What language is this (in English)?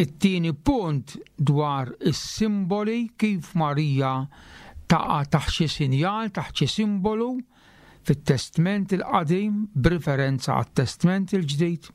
Maltese